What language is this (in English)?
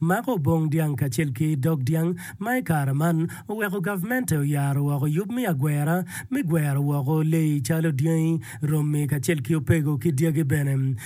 Acoli